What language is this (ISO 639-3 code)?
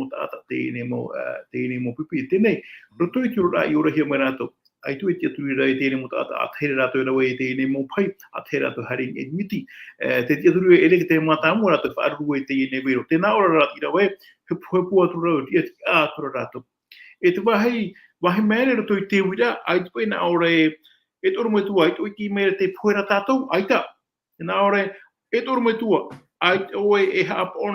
tah